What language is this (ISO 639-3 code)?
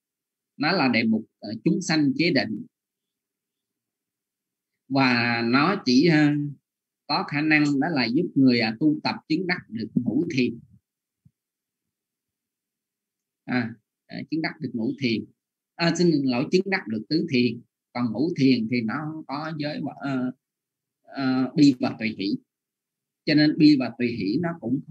vie